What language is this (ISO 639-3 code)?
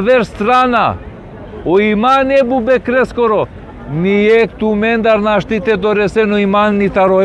rmn